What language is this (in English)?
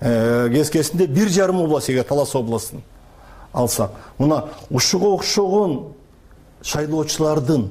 Kyrgyz